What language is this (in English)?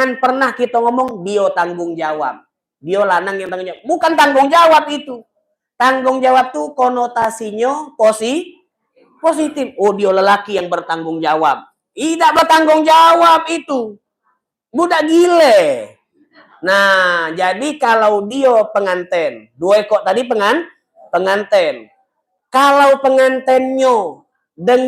Musi